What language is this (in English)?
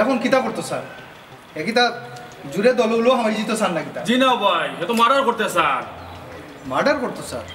Sylheti